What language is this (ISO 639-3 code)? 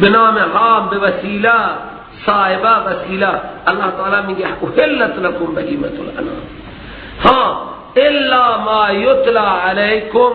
fas